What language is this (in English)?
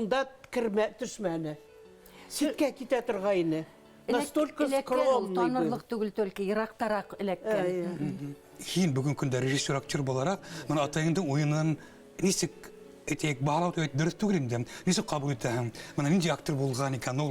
Bashkir